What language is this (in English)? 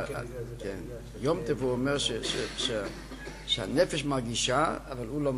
Hebrew